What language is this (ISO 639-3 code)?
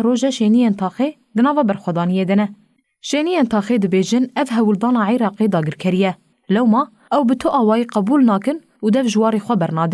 kur